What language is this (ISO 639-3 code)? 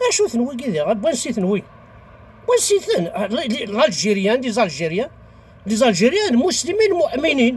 kab